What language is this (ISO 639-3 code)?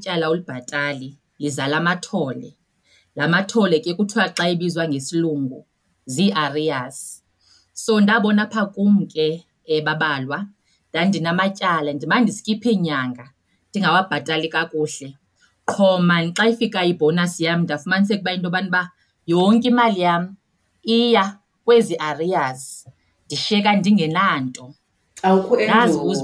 xho